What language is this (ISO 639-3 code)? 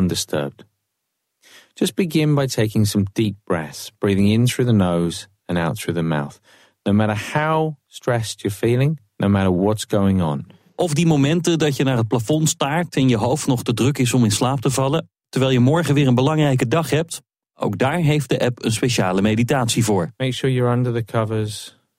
nld